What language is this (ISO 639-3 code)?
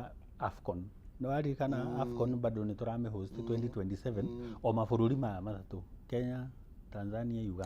kik